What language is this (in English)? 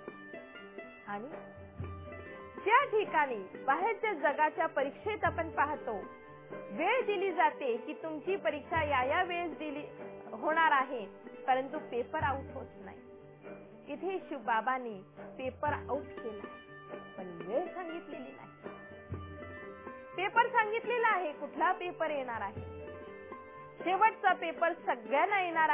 Marathi